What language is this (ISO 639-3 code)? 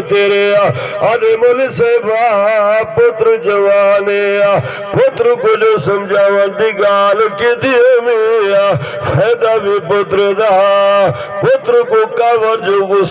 skr